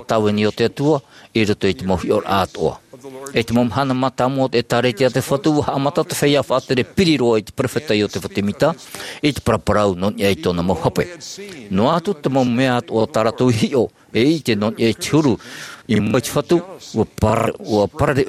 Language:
Tahitian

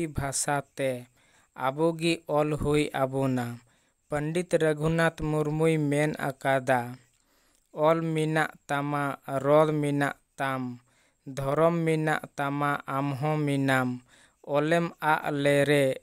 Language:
Santali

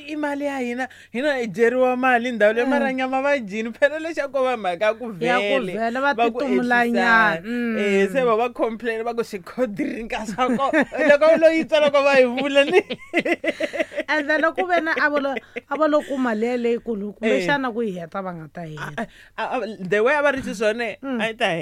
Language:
Tsonga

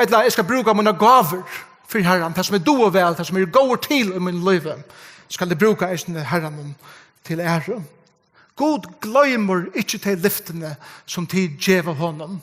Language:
Faroese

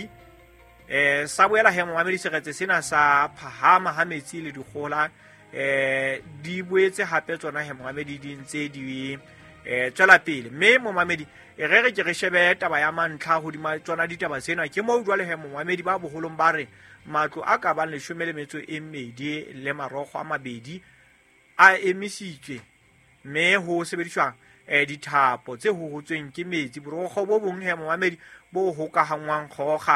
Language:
Southern Sotho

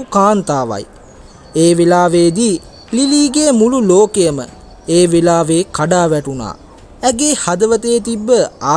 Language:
Sinhala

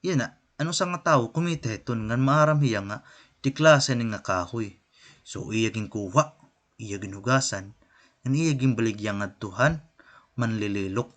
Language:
Waray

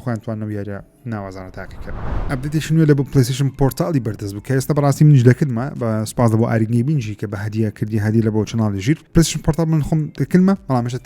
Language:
Central Kurdish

